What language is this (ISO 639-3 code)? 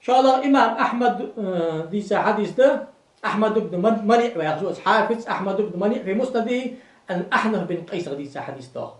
inh